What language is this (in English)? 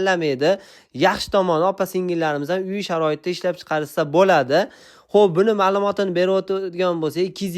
Uzbek